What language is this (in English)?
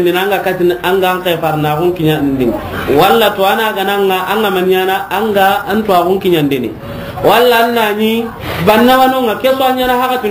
Soninke